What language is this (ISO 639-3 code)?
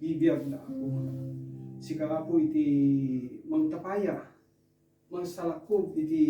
ilo